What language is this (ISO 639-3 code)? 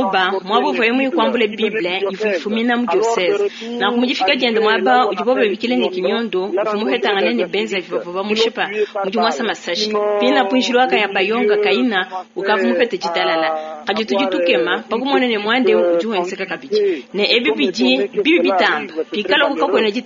lua